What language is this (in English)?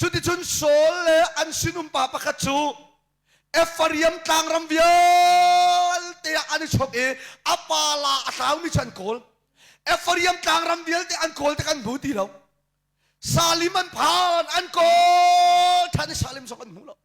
Hakha Chin